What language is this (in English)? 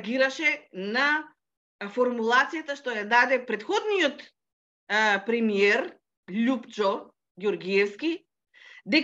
Macedonian